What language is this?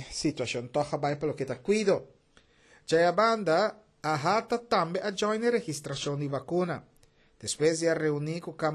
Papiamento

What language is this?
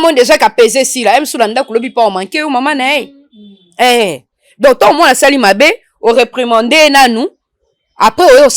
Lingala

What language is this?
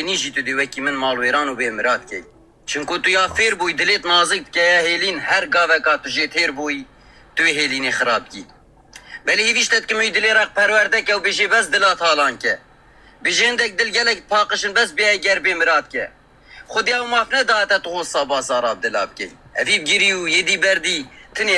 Kurdish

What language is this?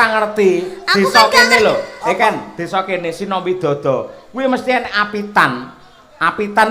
Javanese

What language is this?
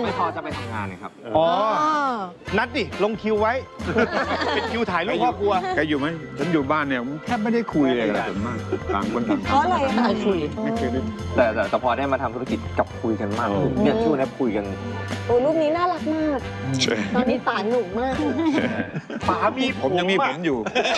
Thai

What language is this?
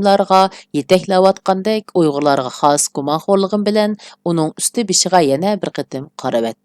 Uyghur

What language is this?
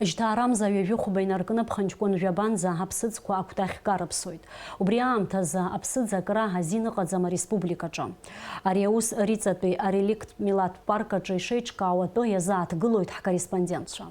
Abkhazian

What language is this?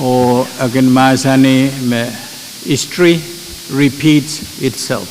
Pohnpeian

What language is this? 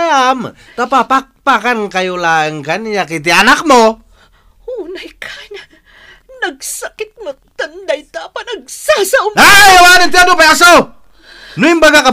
Iloko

